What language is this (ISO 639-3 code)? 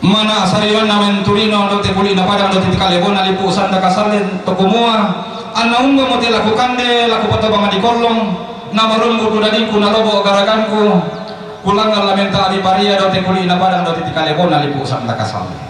sda